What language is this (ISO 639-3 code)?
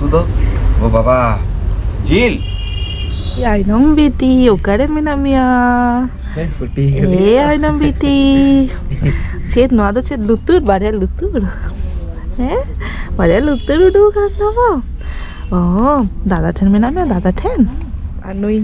sat